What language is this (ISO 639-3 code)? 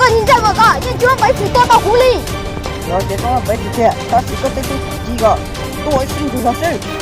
hmn